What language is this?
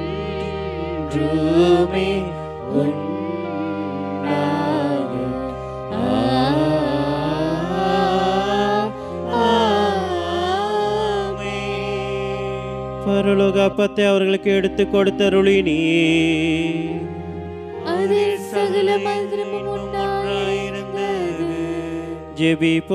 Tamil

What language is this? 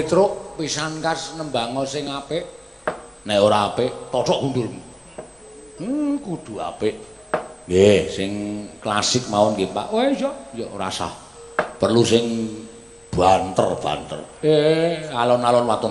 Javanese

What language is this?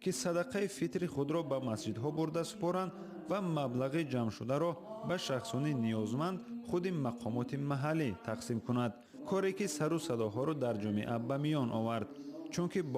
Tajik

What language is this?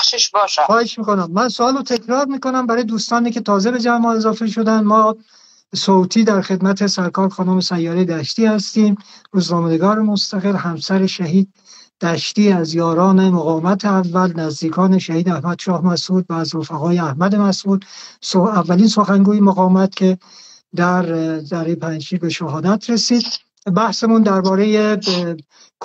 Persian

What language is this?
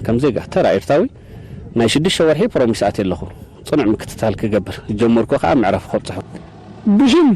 Tigrinya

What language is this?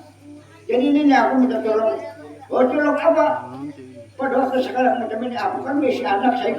Banjar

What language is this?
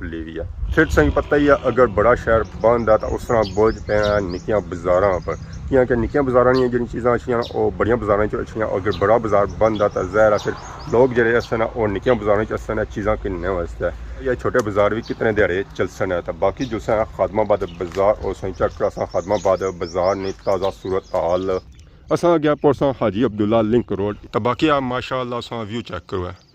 Pahari-Potwari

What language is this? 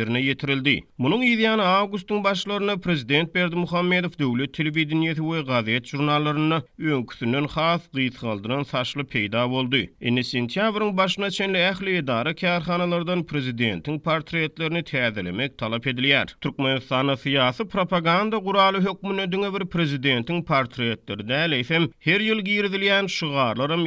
Turkmen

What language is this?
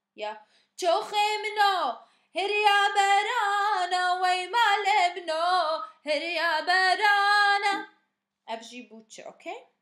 Kurdish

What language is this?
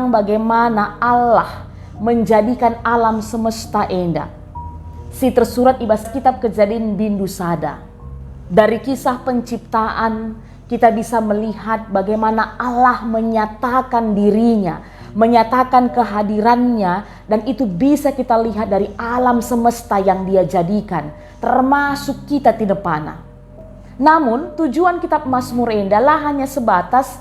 Batak Karo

